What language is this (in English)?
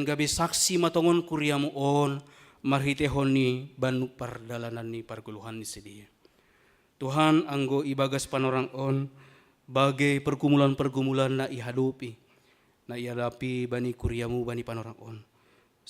Batak Simalungun